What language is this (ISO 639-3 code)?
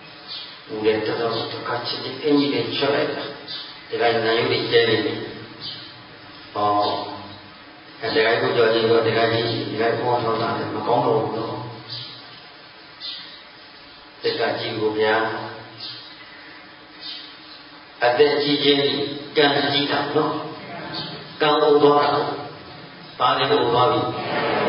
mya